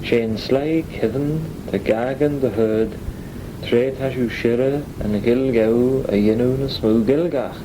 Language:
Manx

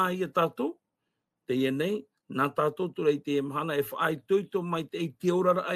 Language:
Tahitian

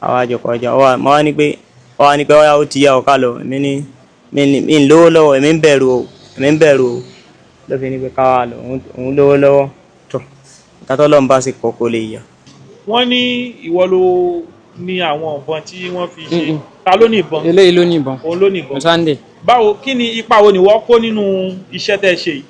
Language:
Yoruba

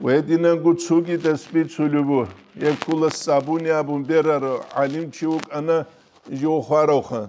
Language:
Avaric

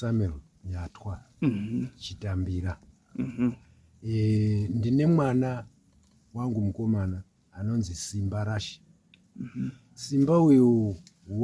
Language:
Shona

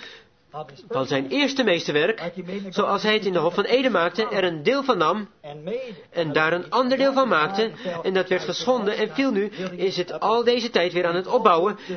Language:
Dutch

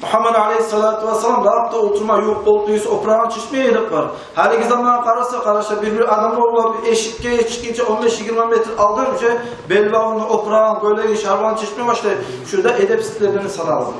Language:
Kumyk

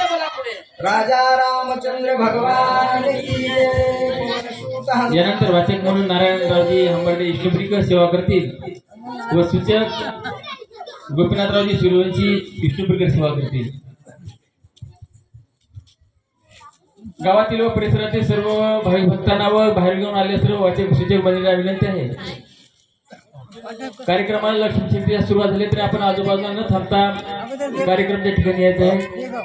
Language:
Marathi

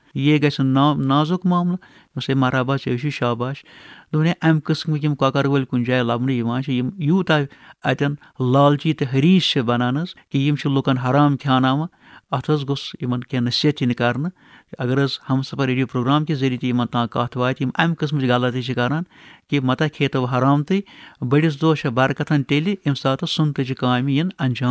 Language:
Kashmiri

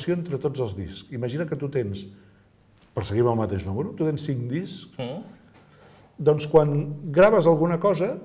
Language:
Catalan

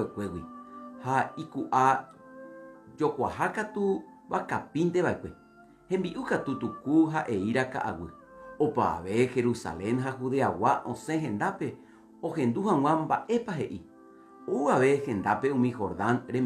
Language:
Guarani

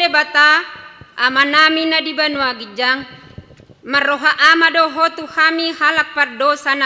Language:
Batak Toba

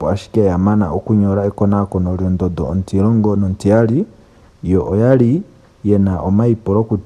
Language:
Ndonga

